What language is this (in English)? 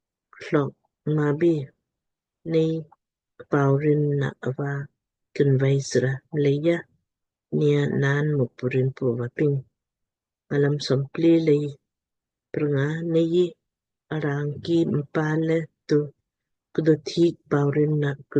Lamkang